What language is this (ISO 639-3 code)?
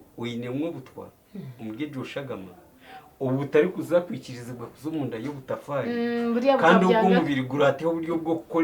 nyn